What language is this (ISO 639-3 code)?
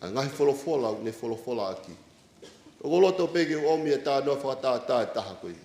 ton